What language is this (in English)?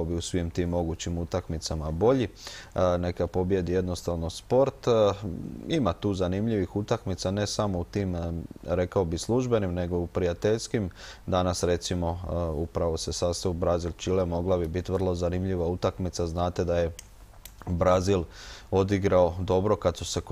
Croatian